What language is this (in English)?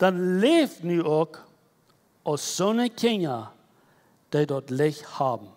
Plautdietsch